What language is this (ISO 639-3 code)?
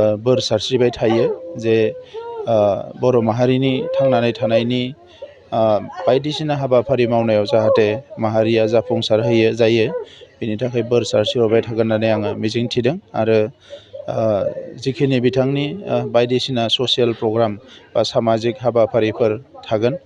brx